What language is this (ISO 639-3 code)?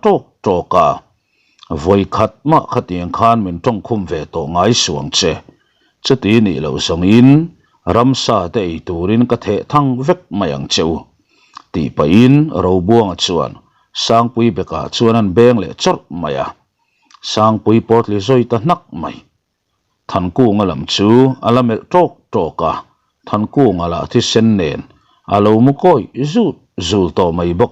lus